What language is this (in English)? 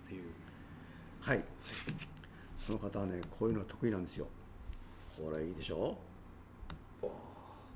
Japanese